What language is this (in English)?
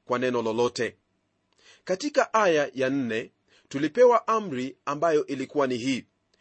Swahili